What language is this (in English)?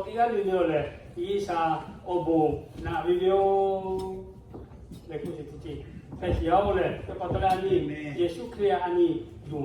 Lahu